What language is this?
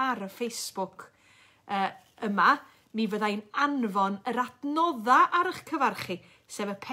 Welsh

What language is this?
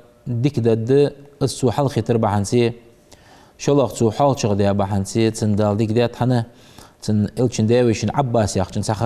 Ingush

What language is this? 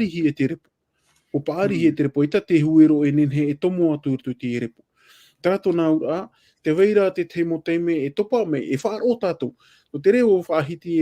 Tahitian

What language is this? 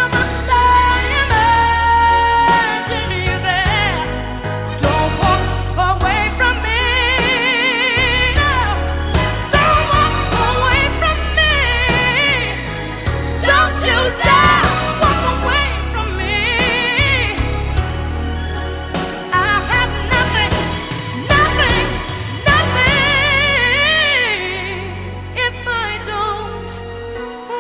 English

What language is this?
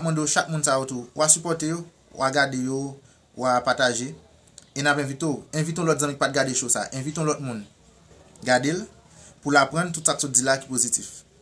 Haitian Creole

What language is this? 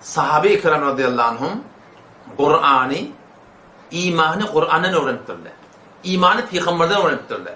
Turkmen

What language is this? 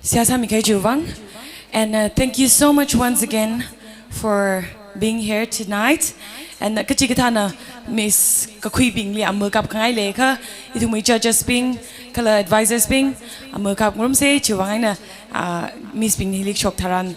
Tangkhul Naga (India)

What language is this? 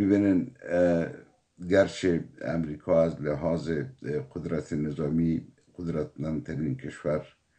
Persian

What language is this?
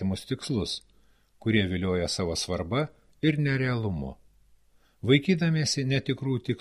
Lithuanian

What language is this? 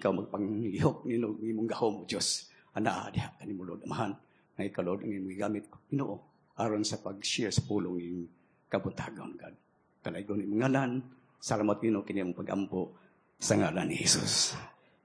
Cebuano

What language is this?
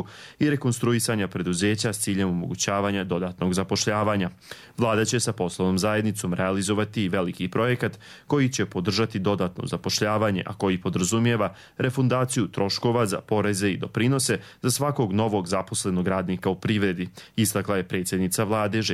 Bosnian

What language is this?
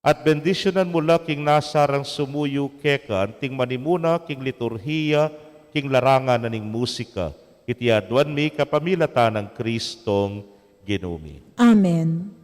Pampanga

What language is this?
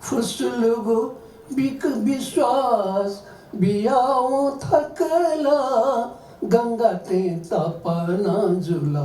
Newari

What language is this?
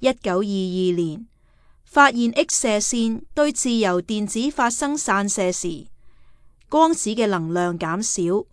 Cantonese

